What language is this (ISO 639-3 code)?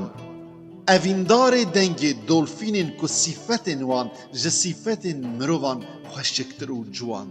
kur